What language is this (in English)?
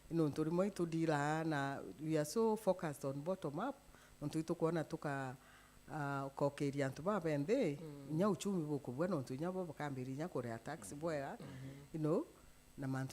Meru